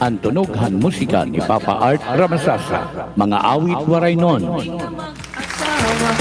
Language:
Waray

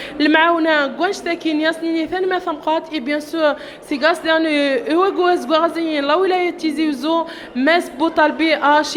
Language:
Kabyle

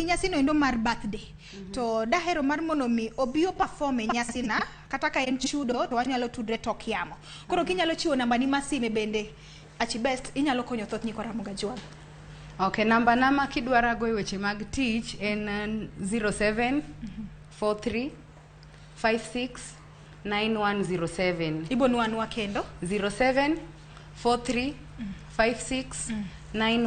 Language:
Luo (Kenya and Tanzania)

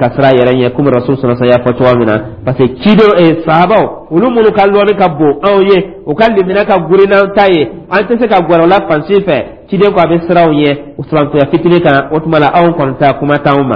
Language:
Dyula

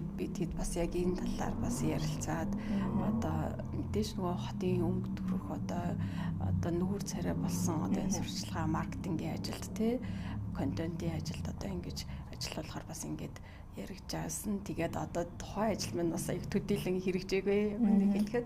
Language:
Mongolian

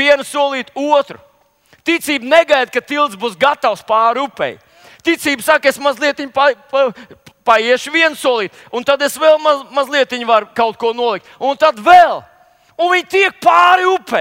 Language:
Latvian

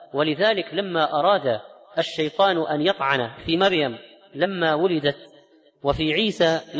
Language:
Arabic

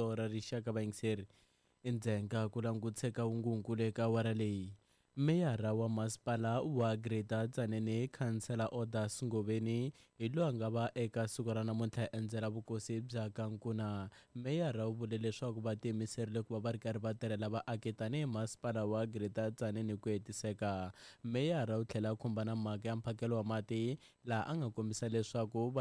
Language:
Tsonga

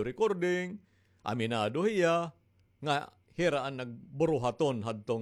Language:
Waray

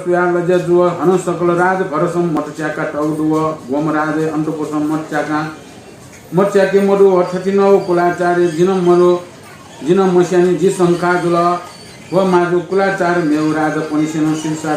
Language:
Newari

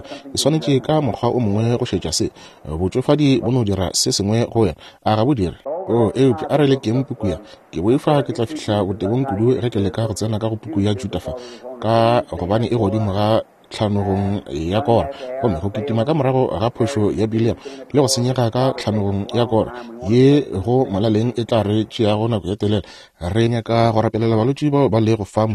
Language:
Northern Sotho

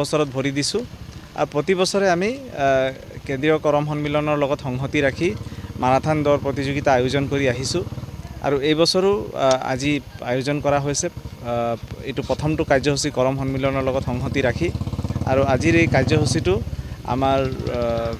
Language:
Assamese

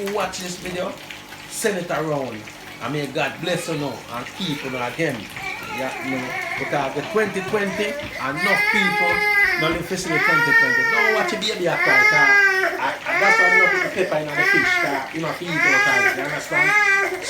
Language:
Jamaican Creole English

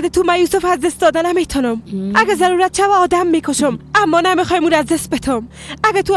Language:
Persian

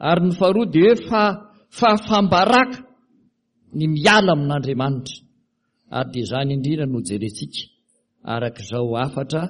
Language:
Malagasy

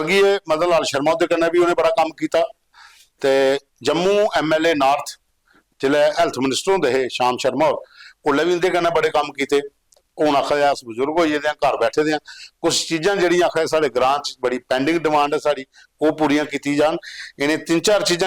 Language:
Dogri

